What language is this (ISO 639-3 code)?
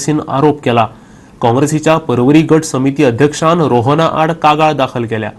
kok